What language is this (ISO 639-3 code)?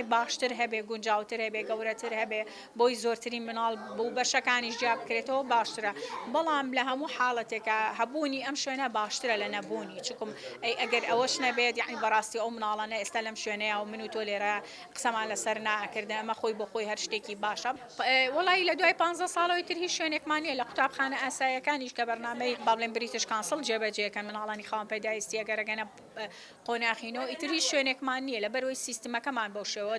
ckb